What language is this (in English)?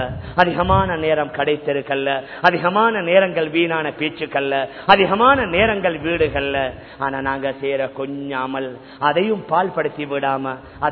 Tamil